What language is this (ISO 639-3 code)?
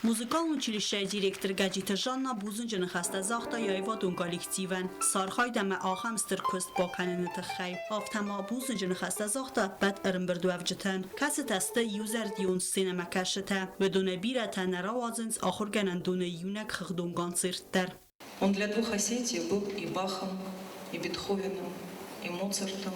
oss